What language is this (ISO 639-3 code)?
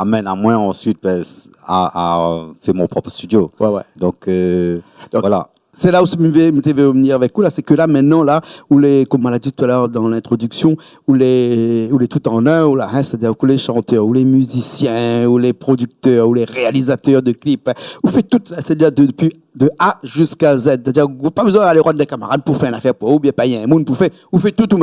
rcf